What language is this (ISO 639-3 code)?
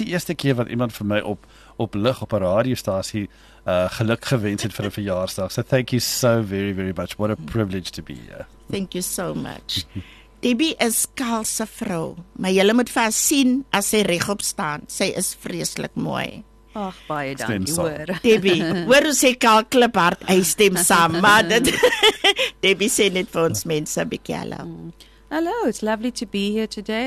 afr